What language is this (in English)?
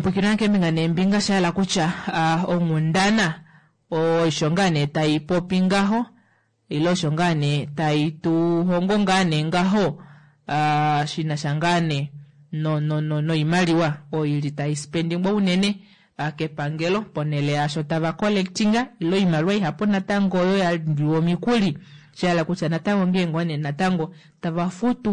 Kuanyama